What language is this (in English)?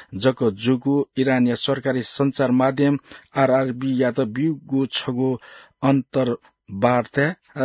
Newari